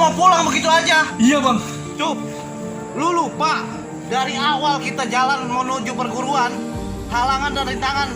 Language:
Betawi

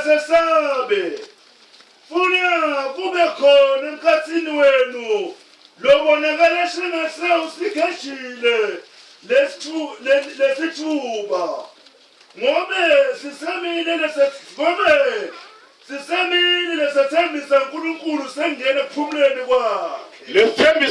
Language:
Zulu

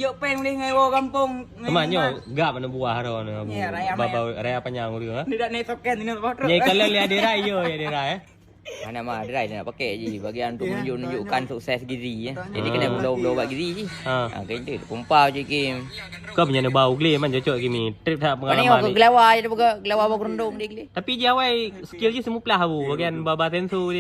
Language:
Achinese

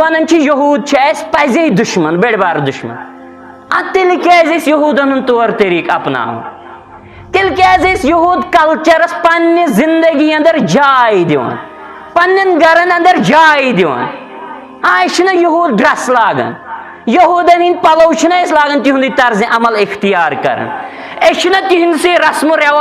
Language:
Kashmiri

